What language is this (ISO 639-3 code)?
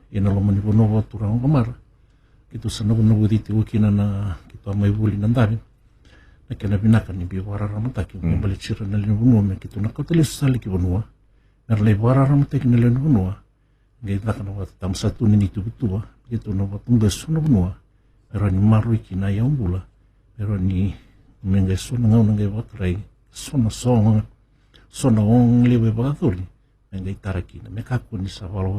fij